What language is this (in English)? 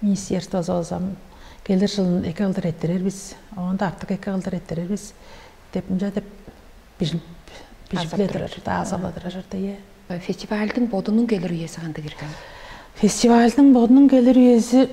Tuvinian